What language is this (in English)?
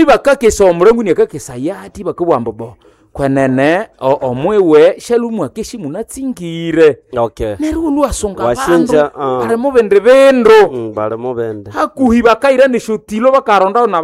Nande